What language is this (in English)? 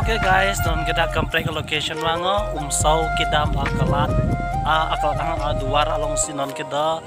Karbi